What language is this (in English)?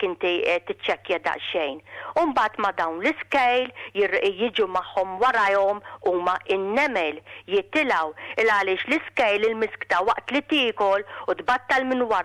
Maltese